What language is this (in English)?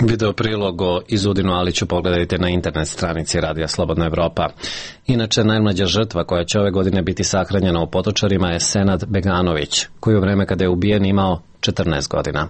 Serbian